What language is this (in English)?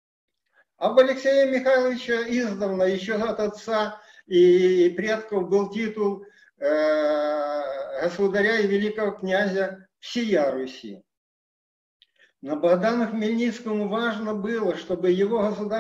Russian